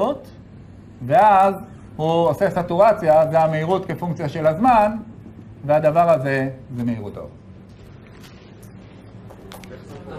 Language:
Hebrew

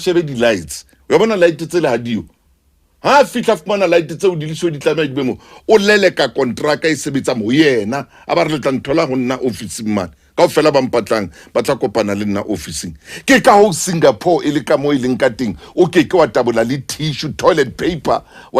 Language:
Southern Sotho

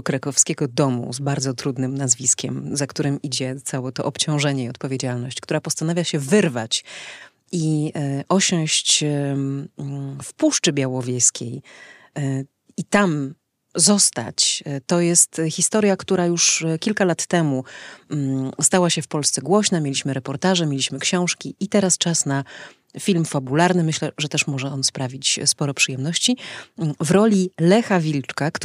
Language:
Polish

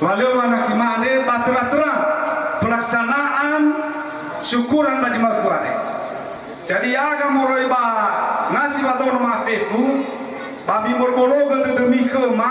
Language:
Nias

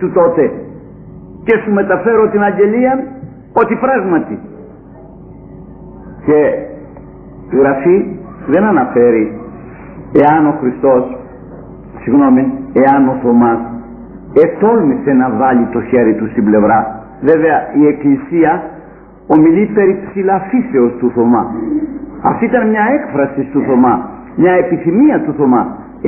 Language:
Greek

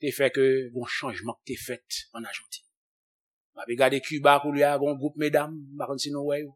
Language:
Haitian Creole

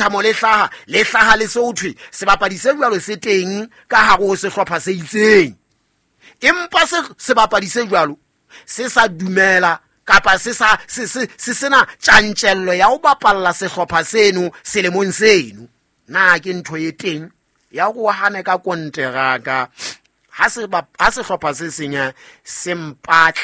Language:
Southern Sotho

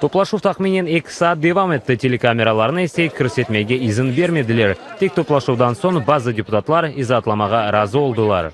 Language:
Crimean Tatar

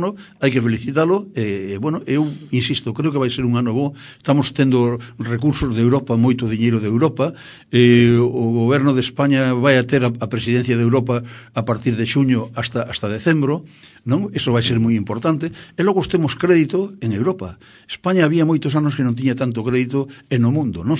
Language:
Galician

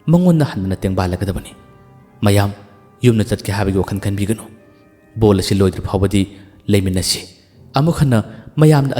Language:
Manipuri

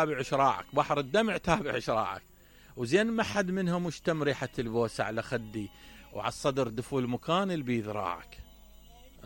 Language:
Mesopotamian Arabic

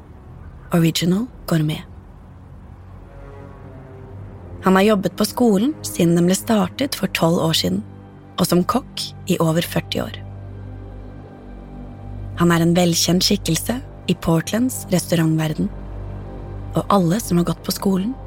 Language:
Norwegian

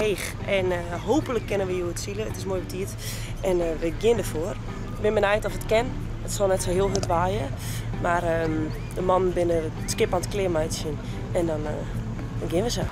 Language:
Western Frisian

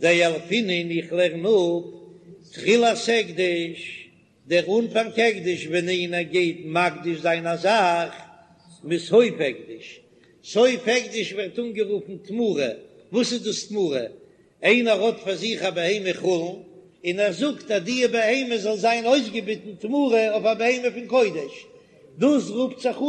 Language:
Yiddish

